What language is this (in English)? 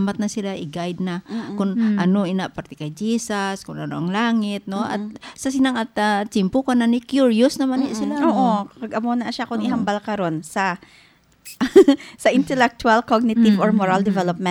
Hiligaynon